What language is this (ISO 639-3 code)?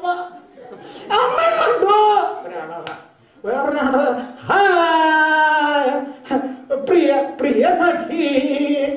mal